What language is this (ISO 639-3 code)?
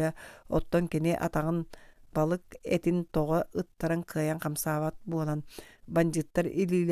sah